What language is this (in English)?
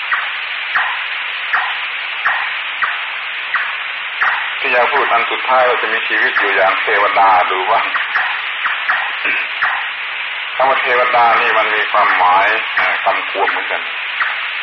Thai